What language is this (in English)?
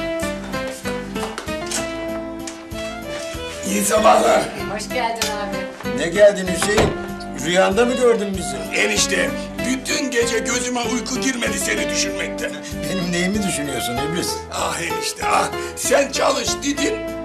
Turkish